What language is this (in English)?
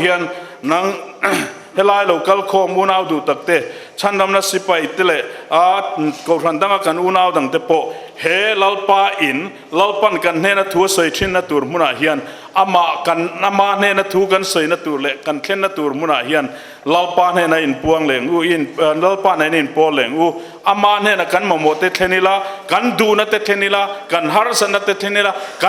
Mizo